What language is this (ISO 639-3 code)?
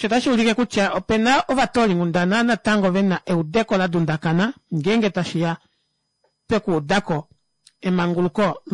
kua